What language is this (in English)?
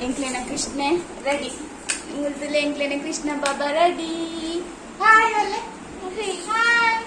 Tulu